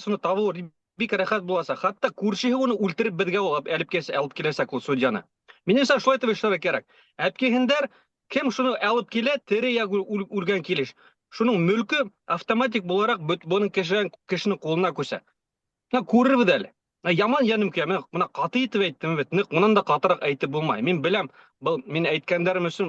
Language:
Bashkir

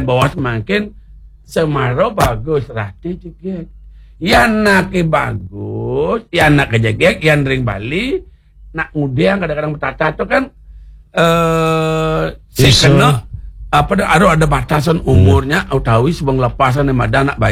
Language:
Balinese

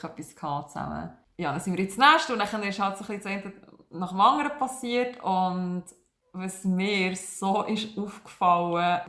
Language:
Swiss German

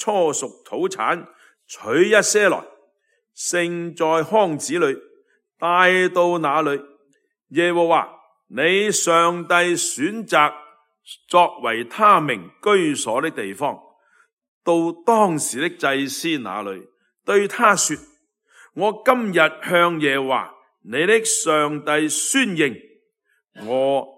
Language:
Cantonese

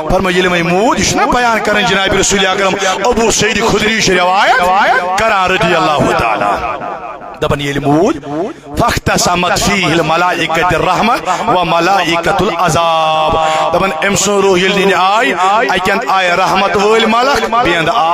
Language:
Kashmiri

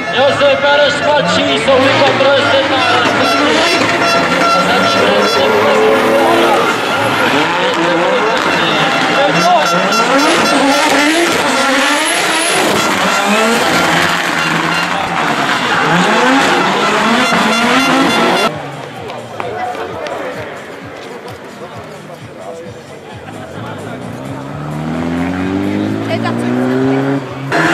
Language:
Czech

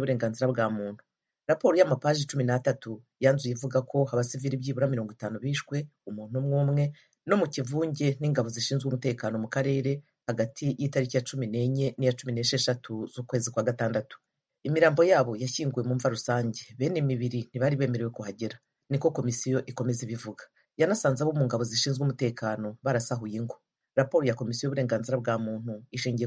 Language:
Kinyarwanda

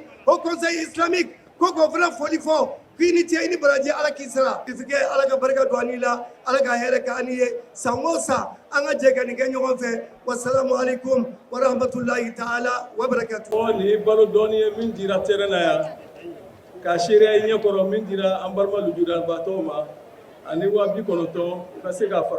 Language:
Bambara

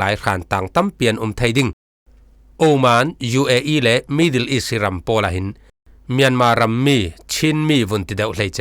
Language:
Falam Chin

